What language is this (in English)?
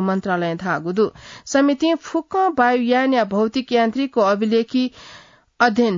Newari